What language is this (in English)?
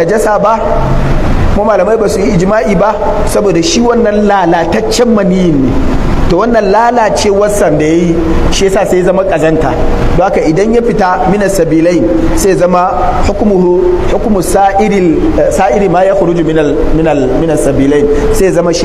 Hausa